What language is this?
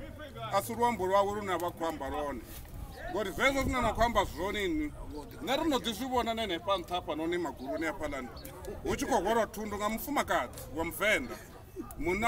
Venda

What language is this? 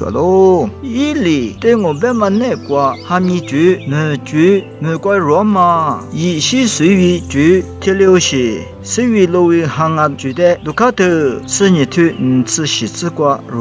Lisu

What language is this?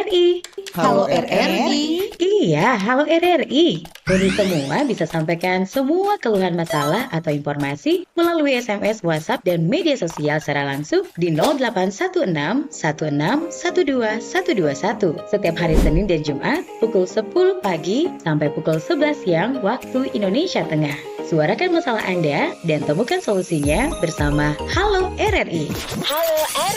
Manado Malay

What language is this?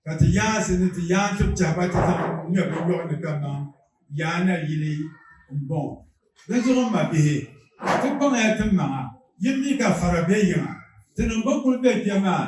Dagbani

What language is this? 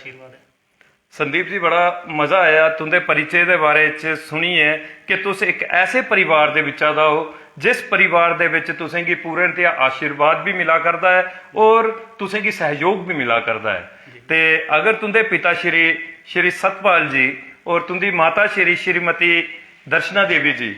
Dogri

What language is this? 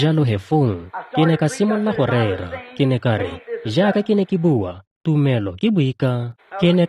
Tswana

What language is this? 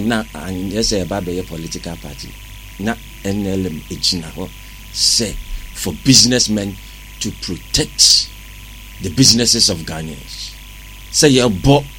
Akan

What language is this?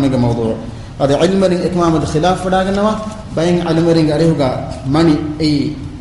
Divehi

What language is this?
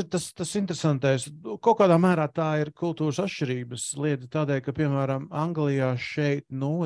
Latvian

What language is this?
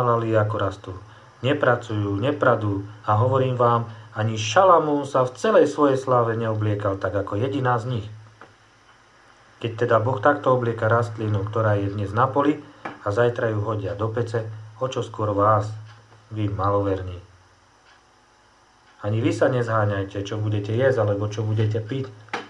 Slovak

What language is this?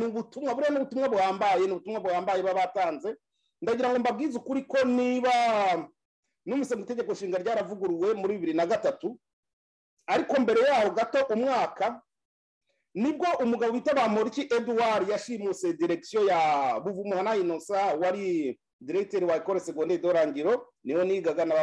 Kinyarwanda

